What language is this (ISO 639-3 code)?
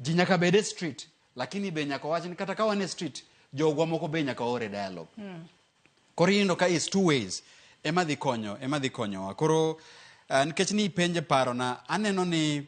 luo